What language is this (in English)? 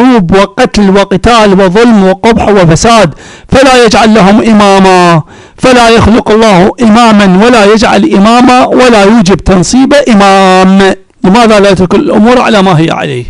Arabic